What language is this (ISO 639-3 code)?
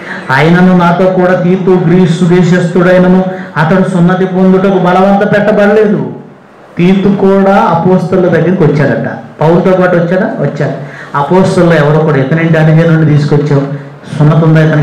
tel